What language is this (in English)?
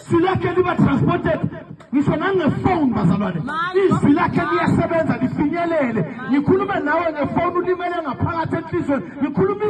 Zulu